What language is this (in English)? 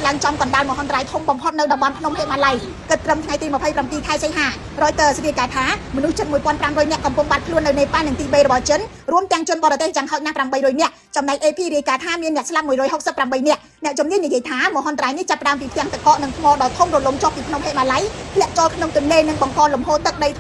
Khmer